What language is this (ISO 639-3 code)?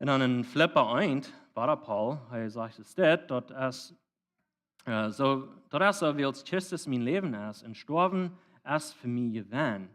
pdt